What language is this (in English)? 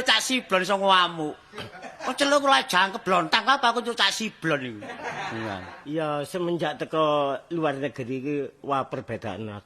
Javanese